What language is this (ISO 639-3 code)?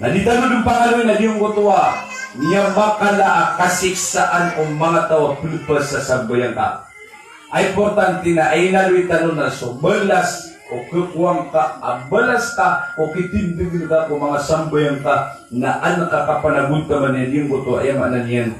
mrw